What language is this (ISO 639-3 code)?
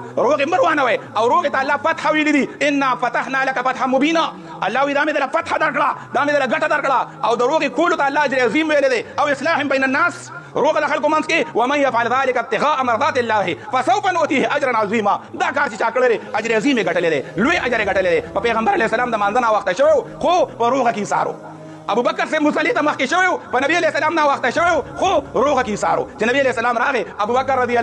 pus